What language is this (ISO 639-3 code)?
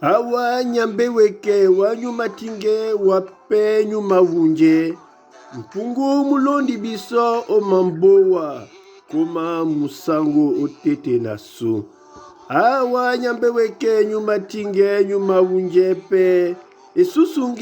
dua